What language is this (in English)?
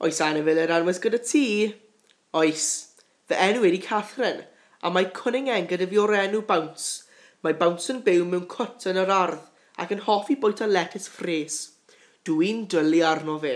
Welsh